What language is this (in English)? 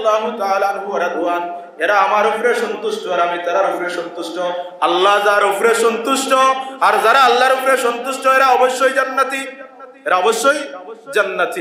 Sylheti